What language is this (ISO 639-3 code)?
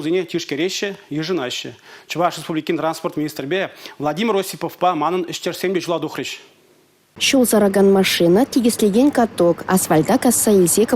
chv